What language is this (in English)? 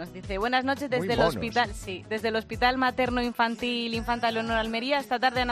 Spanish